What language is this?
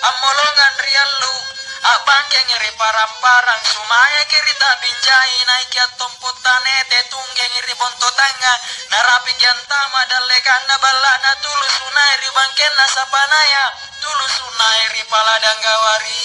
Makasar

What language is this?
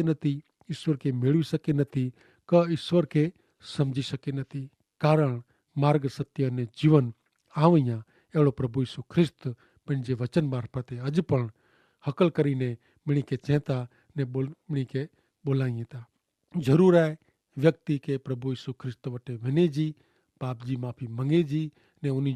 Kachhi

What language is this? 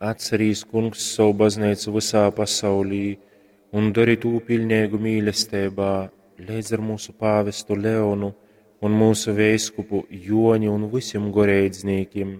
Latgalian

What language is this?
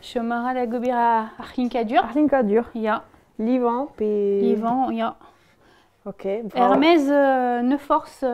Breton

